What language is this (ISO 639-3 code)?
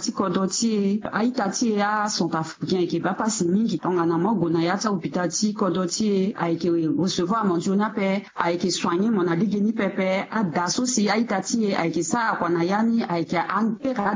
sag